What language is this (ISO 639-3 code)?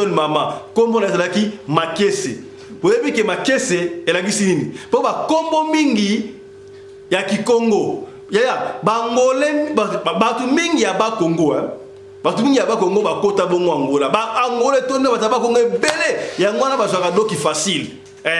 lin